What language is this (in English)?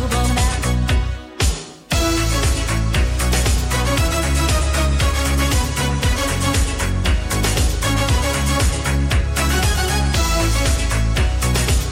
German